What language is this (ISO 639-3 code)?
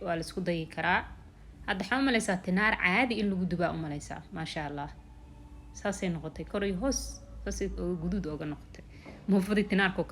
som